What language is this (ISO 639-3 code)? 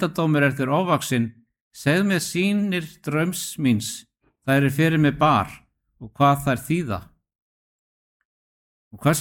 isl